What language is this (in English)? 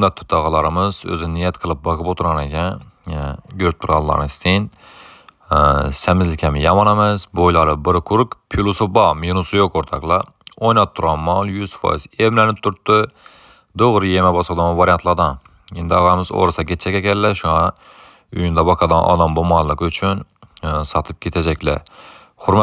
Uzbek